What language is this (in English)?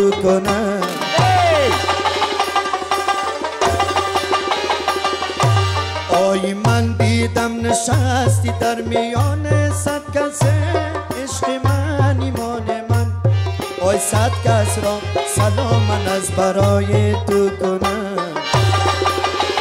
Persian